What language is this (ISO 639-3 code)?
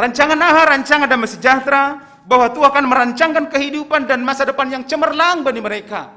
bts